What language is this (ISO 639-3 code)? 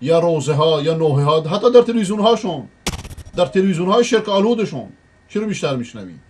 fas